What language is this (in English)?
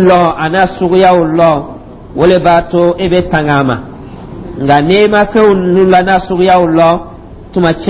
Dyula